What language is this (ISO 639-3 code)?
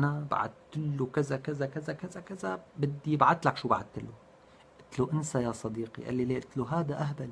apc